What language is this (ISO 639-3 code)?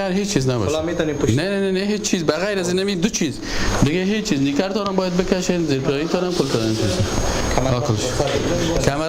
fas